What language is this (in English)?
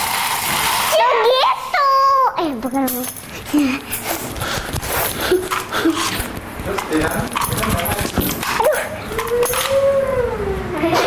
Indonesian